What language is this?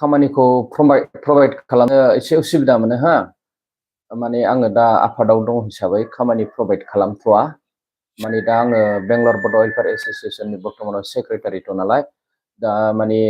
Bodo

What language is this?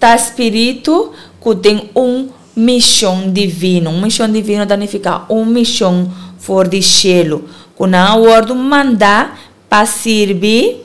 Papiamento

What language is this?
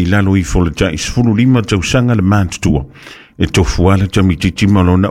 Samoan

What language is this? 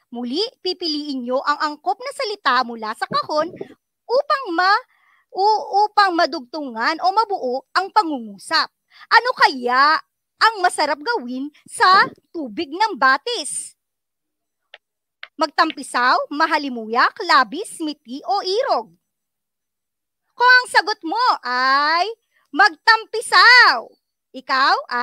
Filipino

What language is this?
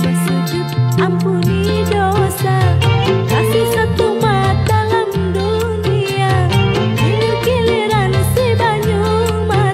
Banjar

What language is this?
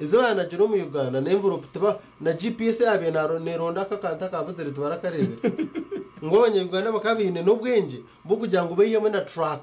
Nyankole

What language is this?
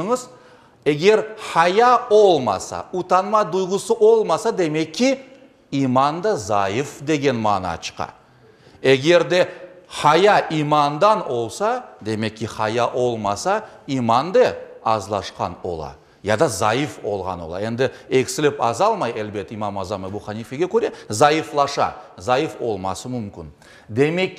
Crimean Tatar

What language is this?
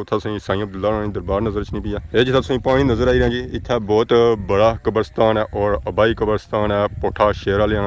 Pahari-Potwari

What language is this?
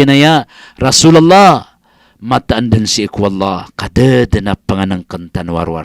Maranao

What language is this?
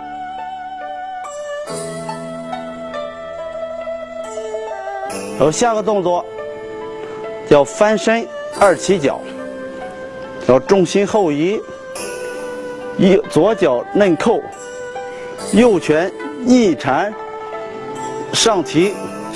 Chinese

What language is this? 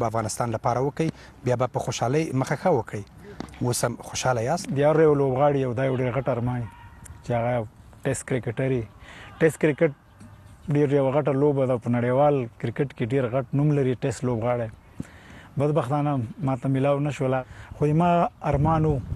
Pashto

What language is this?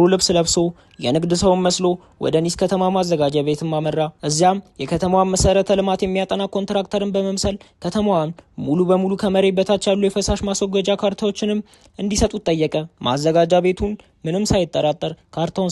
Amharic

